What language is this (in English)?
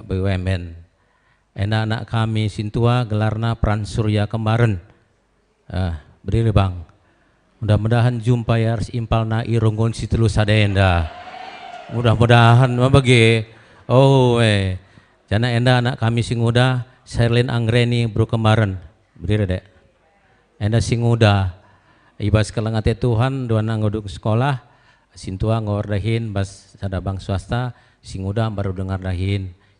Batak Karo